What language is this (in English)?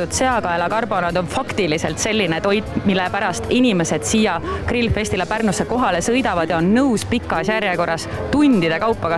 Estonian